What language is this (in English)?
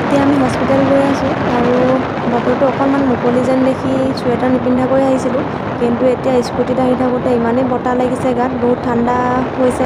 Assamese